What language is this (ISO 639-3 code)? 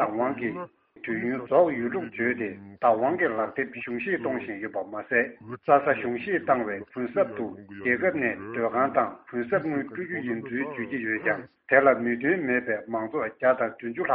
bod